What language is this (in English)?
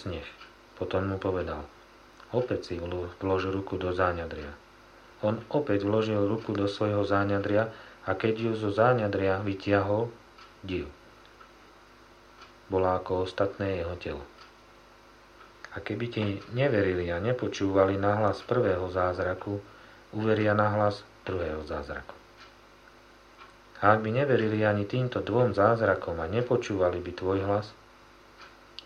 Slovak